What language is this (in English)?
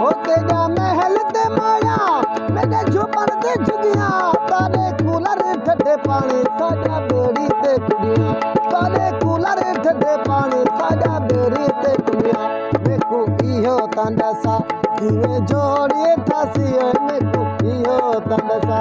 Saraiki